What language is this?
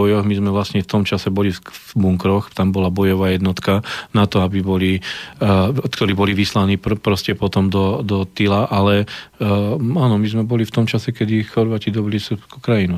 Slovak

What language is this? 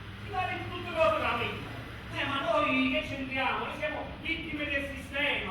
Neapolitan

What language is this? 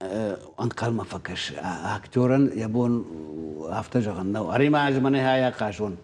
Ossetic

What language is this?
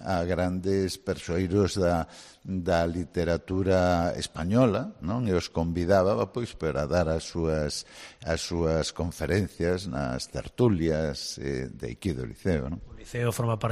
Galician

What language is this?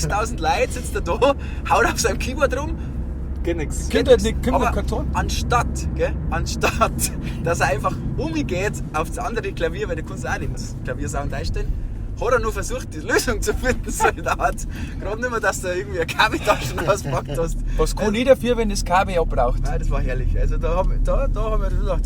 Bavarian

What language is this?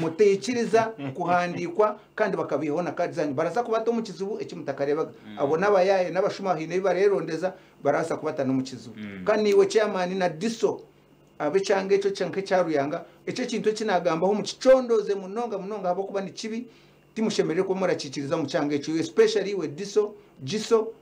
Nyankole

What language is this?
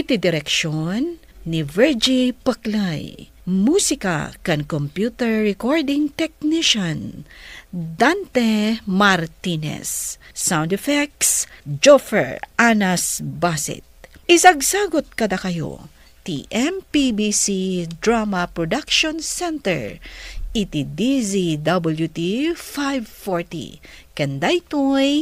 Iloko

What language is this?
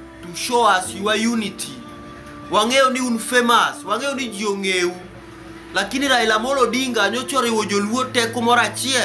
Luo (Kenya and Tanzania)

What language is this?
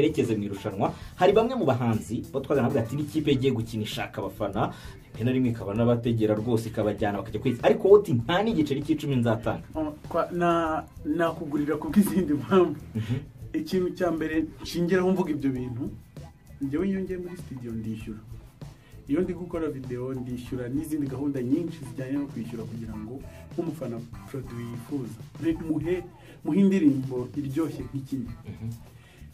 Kinyarwanda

